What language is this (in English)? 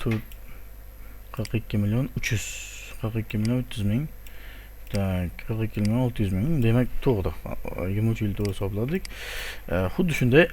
Uzbek